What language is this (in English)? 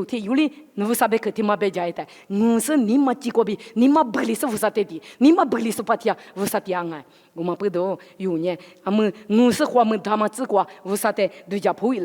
Lisu